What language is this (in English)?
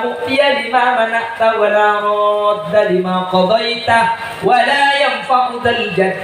Madurese